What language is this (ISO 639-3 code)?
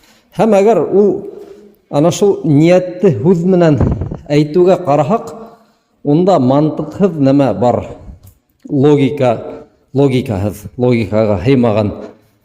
bak